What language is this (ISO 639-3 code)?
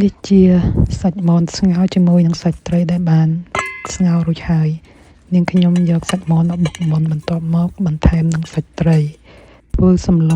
khm